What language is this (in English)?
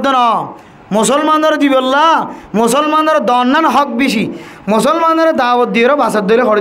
Rohingya